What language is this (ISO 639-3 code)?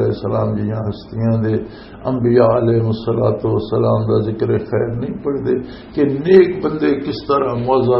lah